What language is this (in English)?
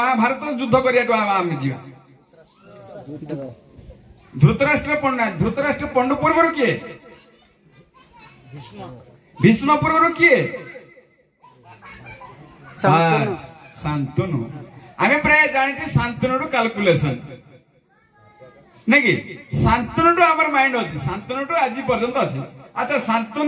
Odia